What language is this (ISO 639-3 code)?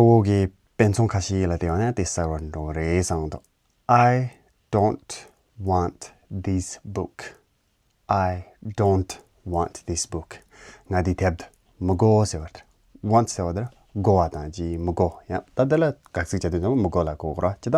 bod